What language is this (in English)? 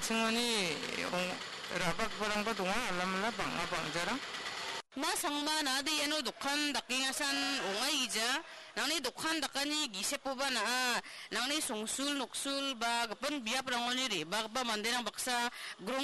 Garo